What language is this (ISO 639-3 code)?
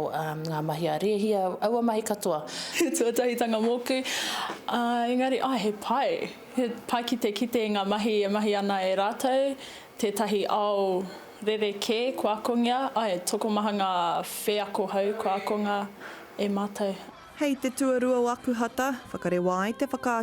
mri